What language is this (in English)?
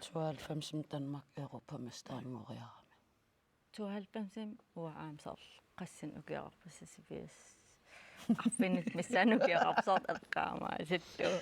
Kalaallisut